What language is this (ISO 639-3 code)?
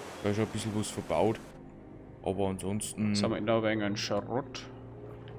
bar